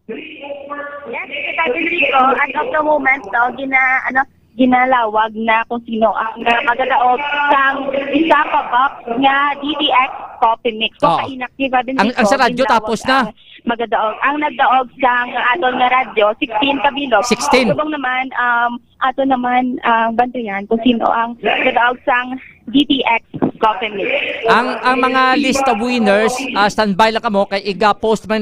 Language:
Hiligaynon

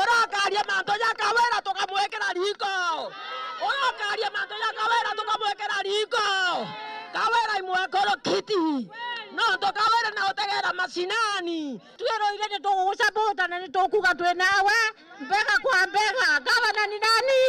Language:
Meru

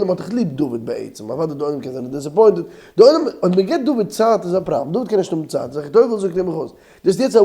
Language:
Yiddish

